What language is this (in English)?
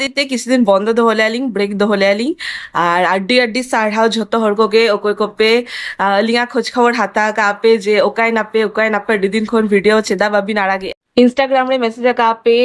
Santali